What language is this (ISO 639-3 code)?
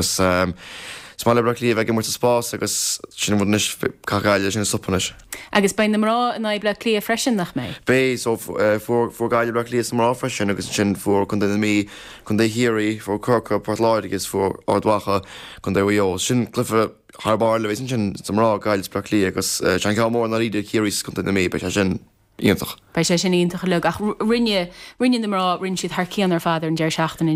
gle